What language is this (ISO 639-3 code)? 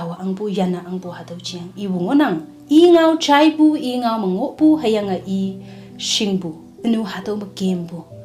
nbe